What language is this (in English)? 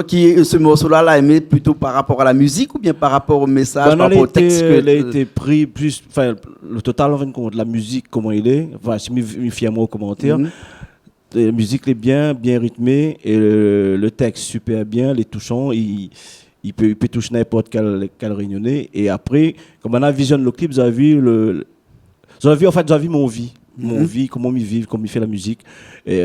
Réunion Creole French